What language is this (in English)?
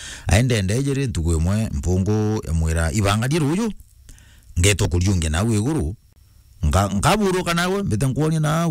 Meru